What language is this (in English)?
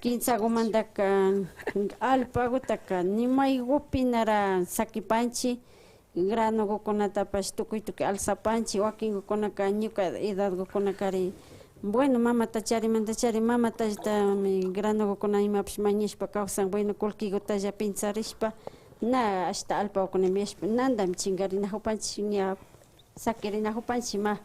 Imbabura Highland Quichua